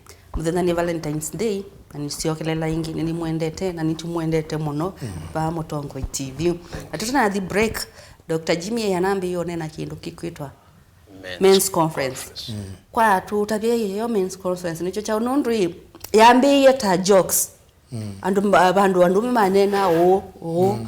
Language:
Kamba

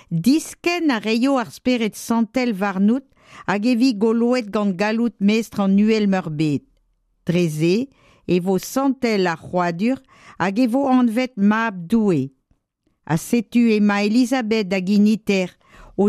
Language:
Breton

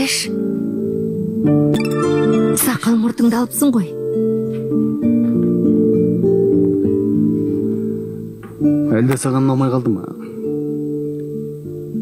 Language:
Kazakh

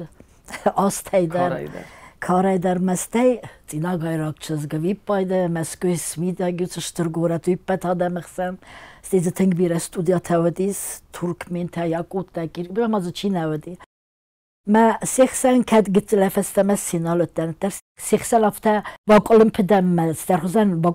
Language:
Ossetic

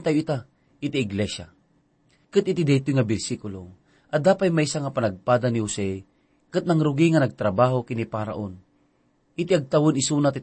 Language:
Iloko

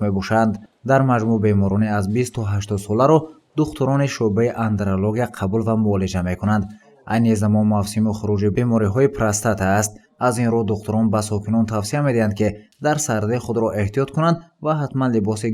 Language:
Tajik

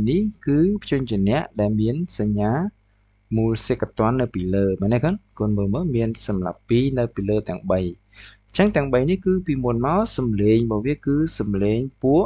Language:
Khmer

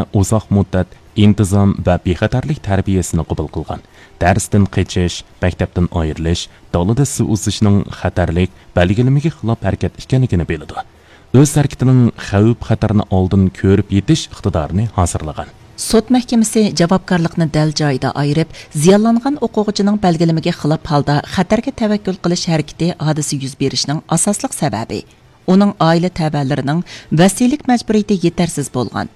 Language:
Uyghur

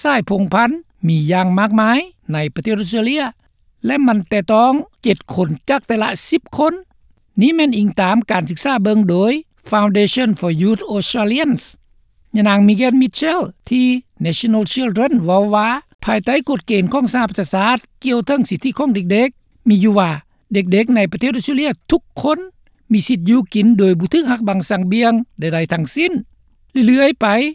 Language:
Lao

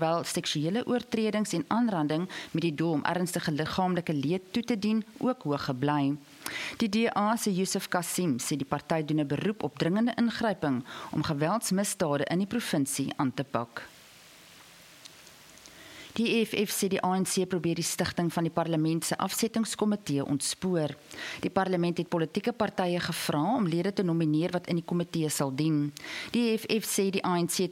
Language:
Afrikaans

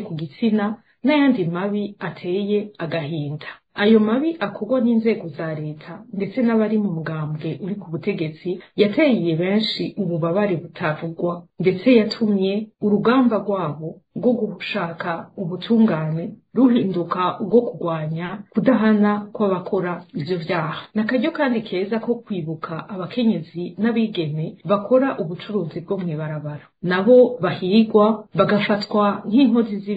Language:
Rundi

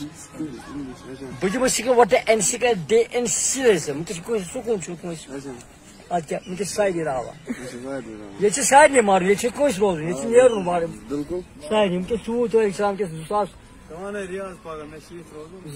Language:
Kashmiri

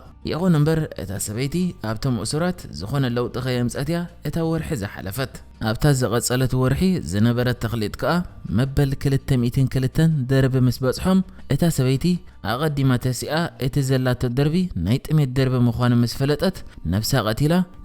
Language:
Tigrinya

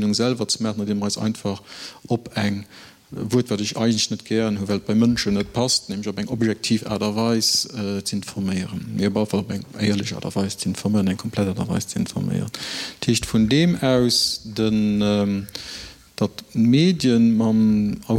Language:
Luxembourgish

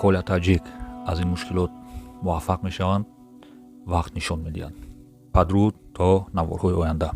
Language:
Tajik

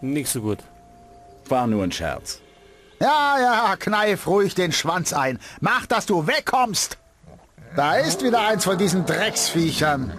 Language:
Bavarian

